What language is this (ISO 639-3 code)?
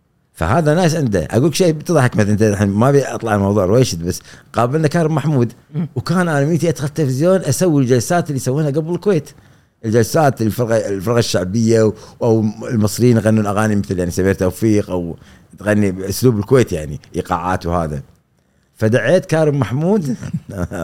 afb